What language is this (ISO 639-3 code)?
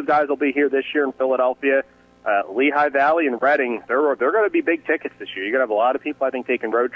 eng